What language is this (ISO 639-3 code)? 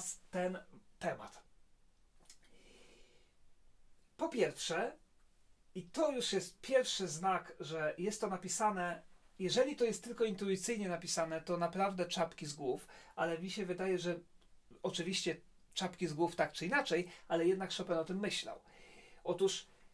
pol